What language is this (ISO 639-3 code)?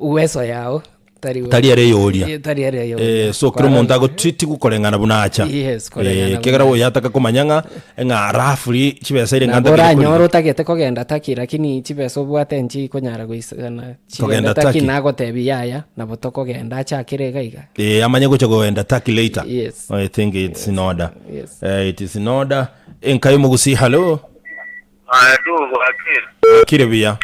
guz